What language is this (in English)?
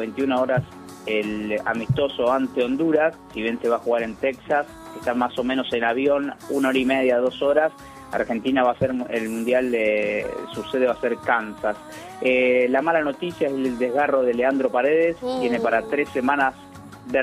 Spanish